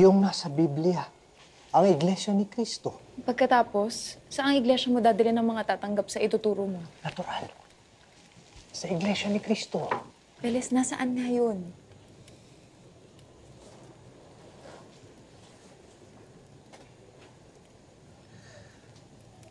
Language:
Filipino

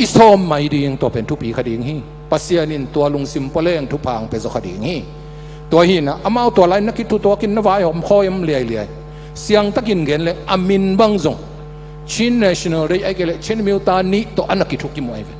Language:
Tedim Chin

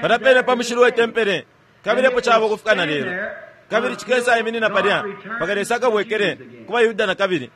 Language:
Bemba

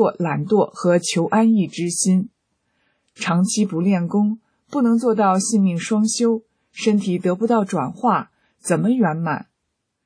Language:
Chinese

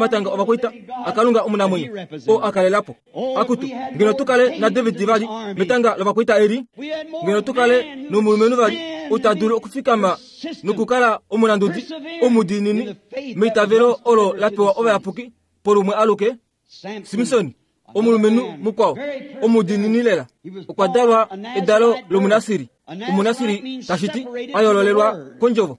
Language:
Kuanyama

